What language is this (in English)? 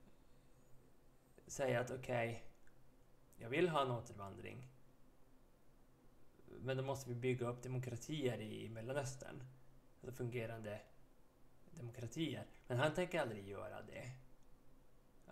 Swedish